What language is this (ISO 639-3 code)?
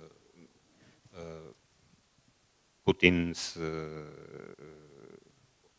eng